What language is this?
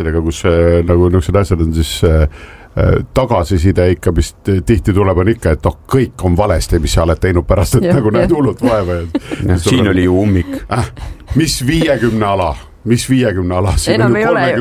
Estonian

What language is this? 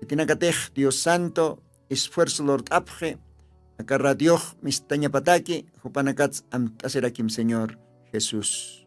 Aymara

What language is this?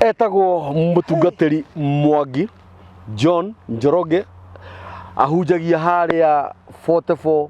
Kikuyu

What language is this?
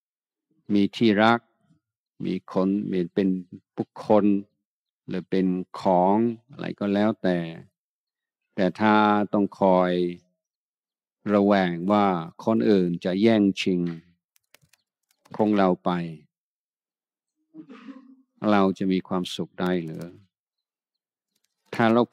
Thai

